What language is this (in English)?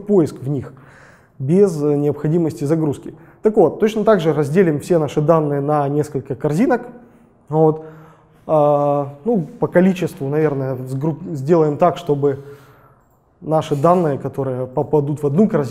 Russian